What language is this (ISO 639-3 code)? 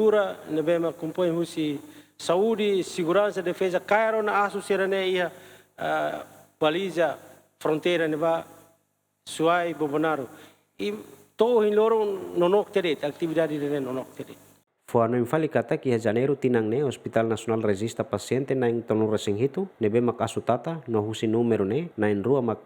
tet